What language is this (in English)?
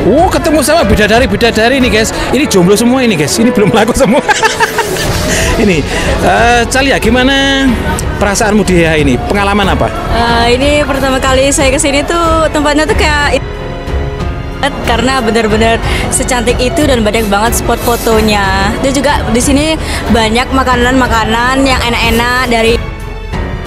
Indonesian